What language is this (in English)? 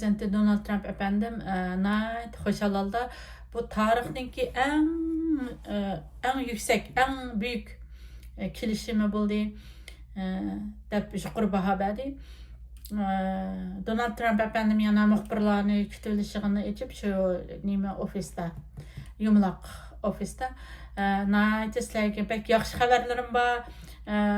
Uyghur